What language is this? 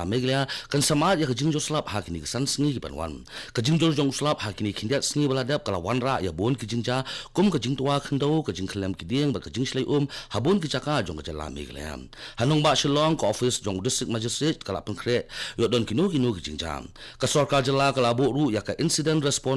Khasi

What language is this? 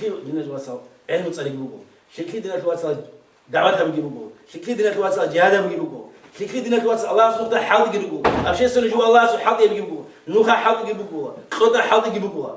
Avaric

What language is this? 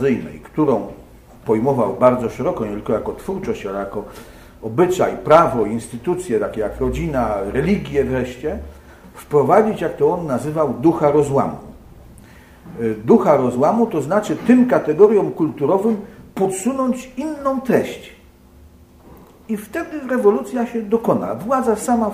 Polish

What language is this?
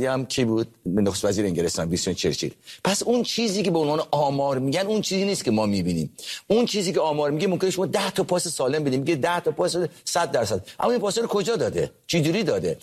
Persian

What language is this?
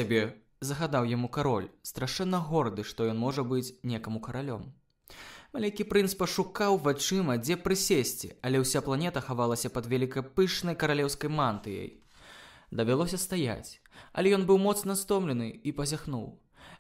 Belarusian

